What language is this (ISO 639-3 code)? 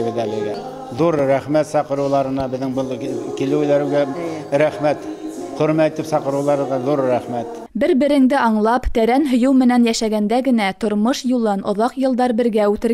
bak